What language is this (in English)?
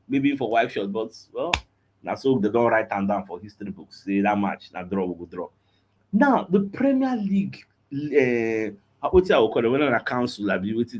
Nigerian Pidgin